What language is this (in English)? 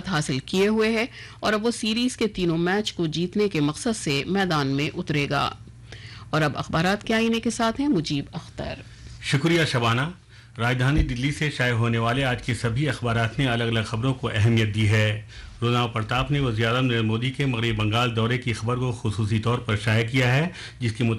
Urdu